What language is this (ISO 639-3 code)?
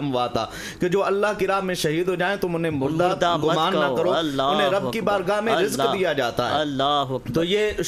urd